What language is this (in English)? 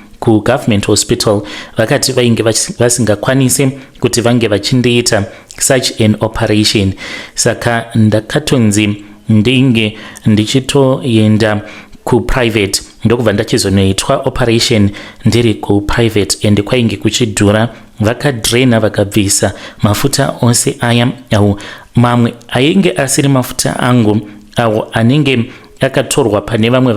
Shona